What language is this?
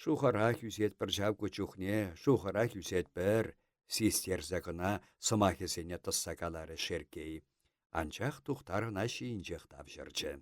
Chuvash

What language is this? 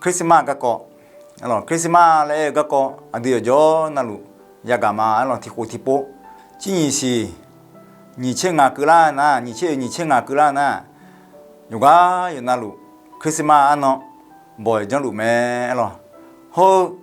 Akha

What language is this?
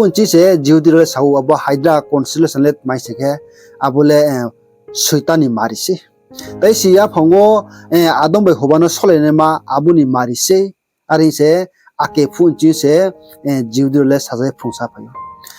Riang (India)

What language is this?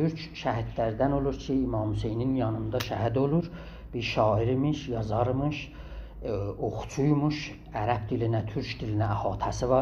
South Azerbaijani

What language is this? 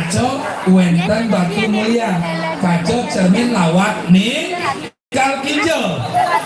Balinese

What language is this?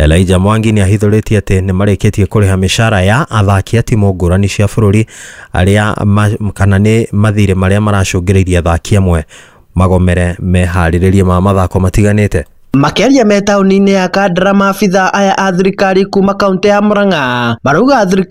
Kikuyu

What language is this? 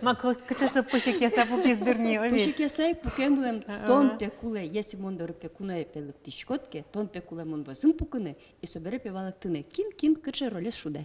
Udmurt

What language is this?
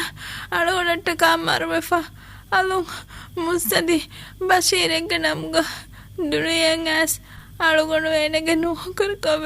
Divehi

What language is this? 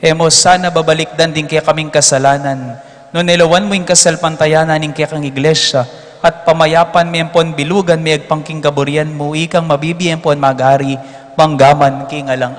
Pampanga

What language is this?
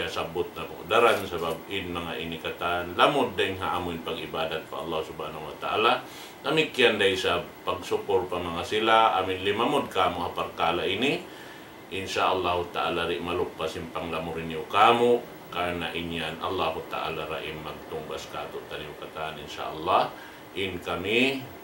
Tausug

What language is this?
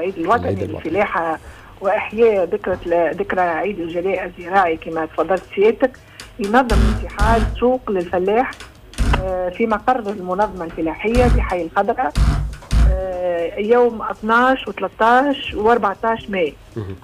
Tunisian Arabic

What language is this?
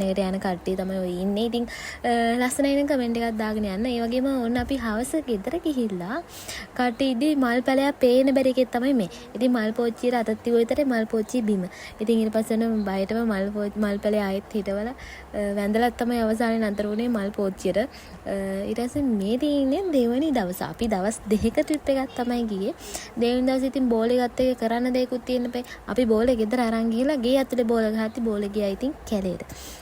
Sinhala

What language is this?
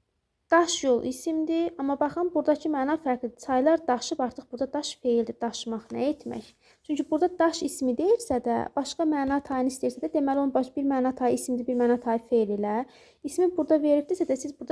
Azerbaijani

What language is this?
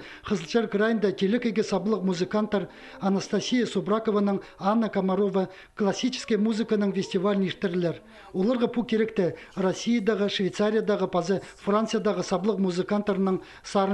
Khakas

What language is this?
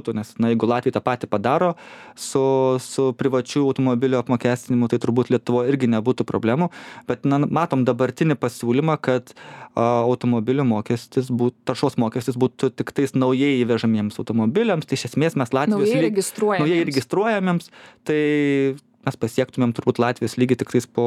Lithuanian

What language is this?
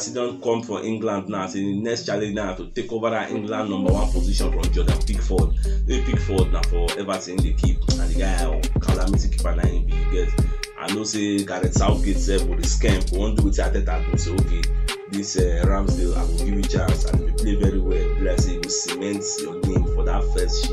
Nigerian Pidgin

